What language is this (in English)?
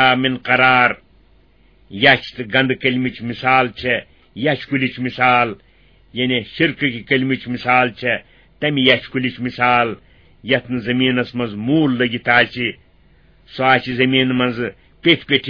Kashmiri